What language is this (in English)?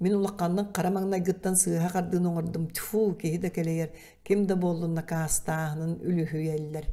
Yakut